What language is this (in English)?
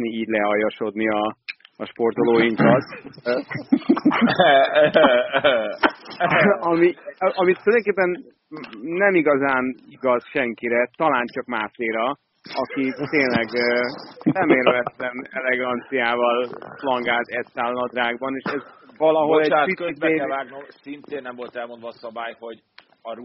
Hungarian